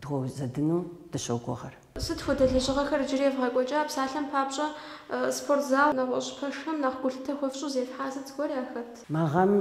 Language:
Kabardian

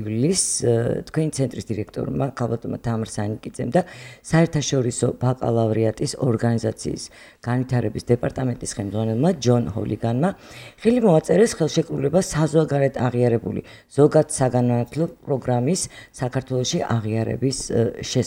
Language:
Georgian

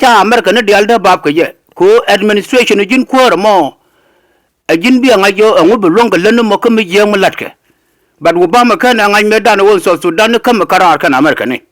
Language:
Nuer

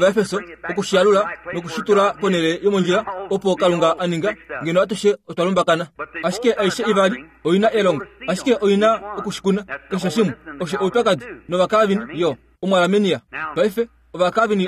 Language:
Kuanyama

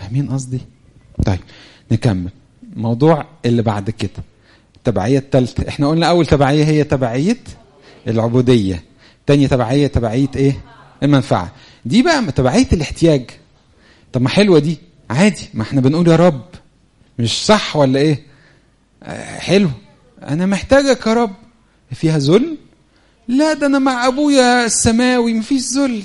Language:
Egyptian Arabic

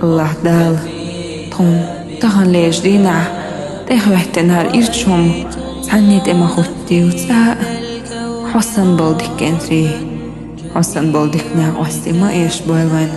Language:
Chechen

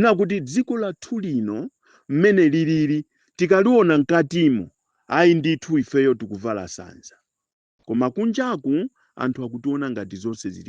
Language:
Nyanja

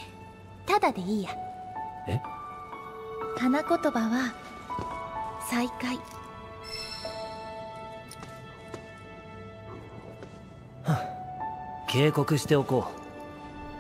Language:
Japanese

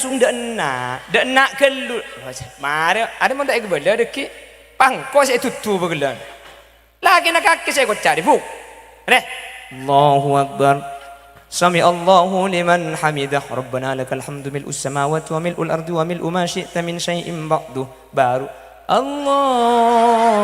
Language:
Madurese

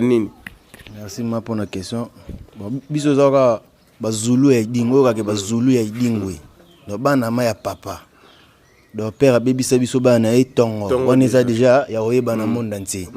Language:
Lingala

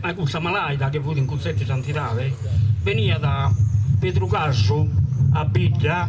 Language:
Sardinian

